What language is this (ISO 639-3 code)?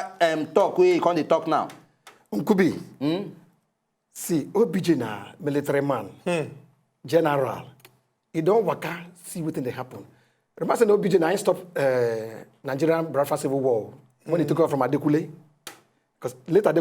pcm